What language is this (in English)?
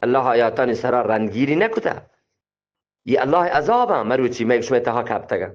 Eastern Balochi